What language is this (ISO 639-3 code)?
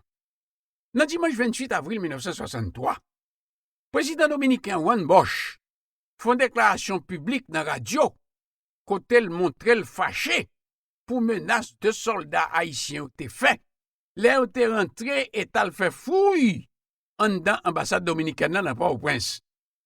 hat